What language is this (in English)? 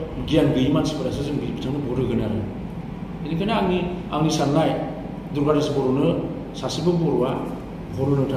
Bodo